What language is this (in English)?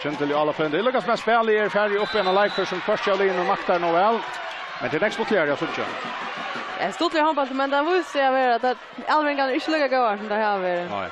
Faroese